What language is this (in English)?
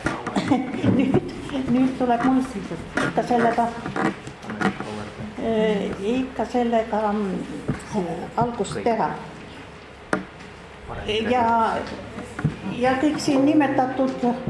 Estonian